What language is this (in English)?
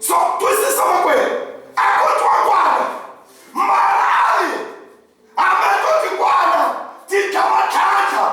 Tsonga